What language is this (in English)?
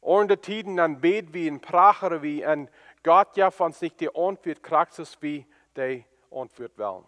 Plautdietsch